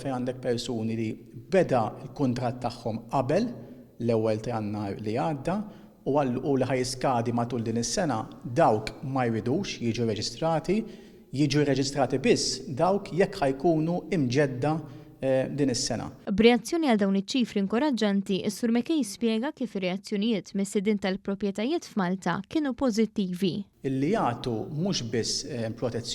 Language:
Maltese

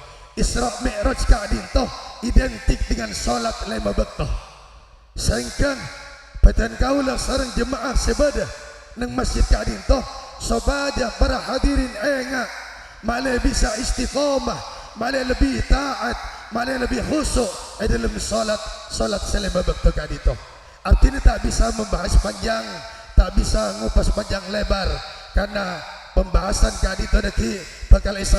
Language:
Madurese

